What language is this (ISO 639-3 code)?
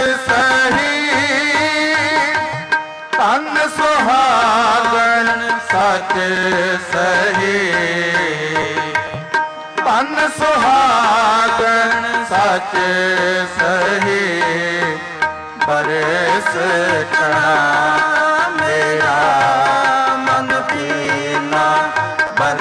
pan